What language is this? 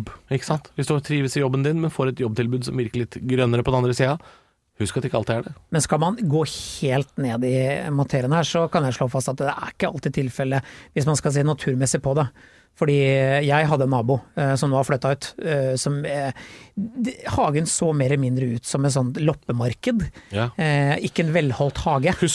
Norwegian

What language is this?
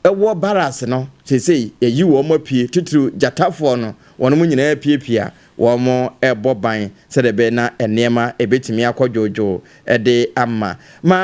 Akan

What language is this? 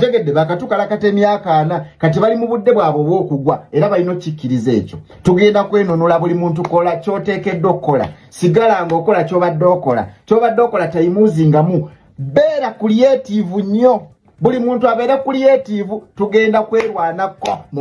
Ganda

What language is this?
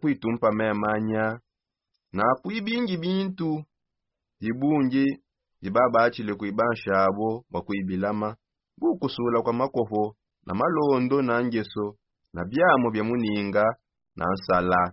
Songe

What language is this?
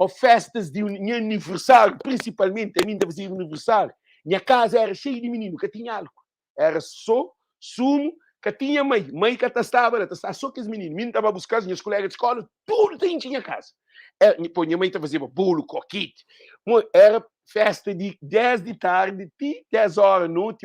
Kabuverdianu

